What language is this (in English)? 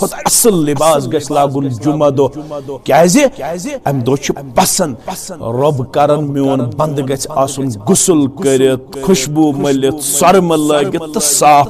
Kashmiri